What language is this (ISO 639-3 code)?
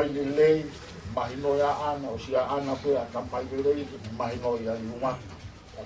ton